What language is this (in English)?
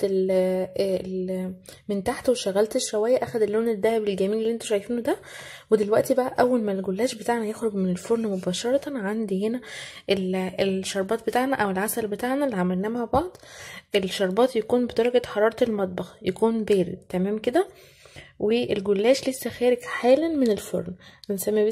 Egyptian Arabic